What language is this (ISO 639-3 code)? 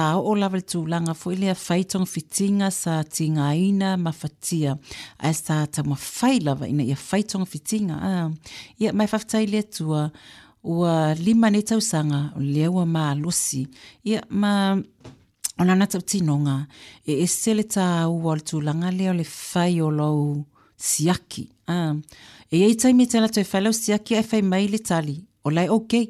smo